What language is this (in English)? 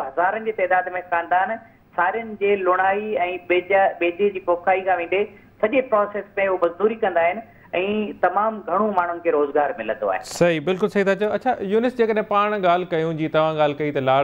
Sindhi